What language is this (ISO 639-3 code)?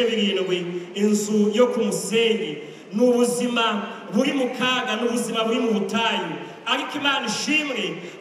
kin